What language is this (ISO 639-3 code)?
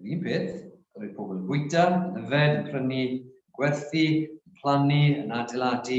cym